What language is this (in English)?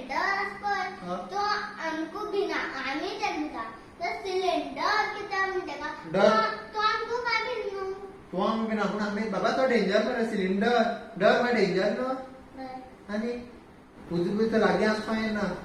Konkani